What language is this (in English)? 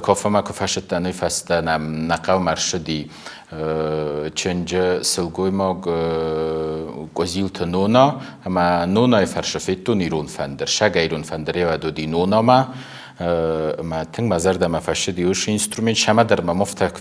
Ossetic